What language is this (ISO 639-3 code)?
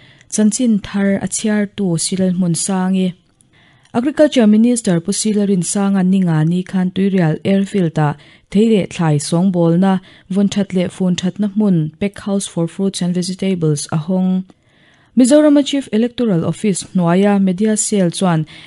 lus